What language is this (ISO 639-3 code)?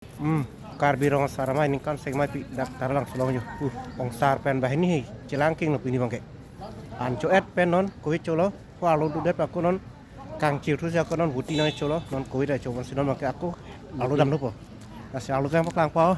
mjw